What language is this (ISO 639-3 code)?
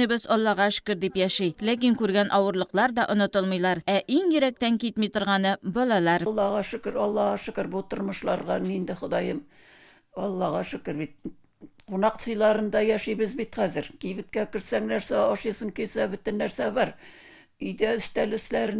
tat